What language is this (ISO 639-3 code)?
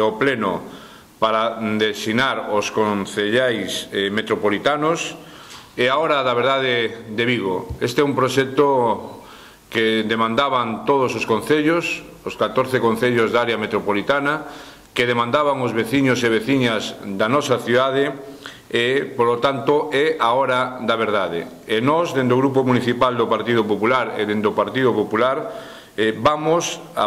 glg